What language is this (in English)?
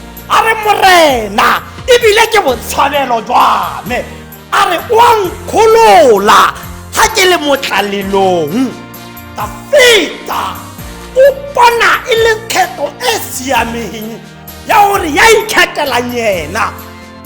Tswana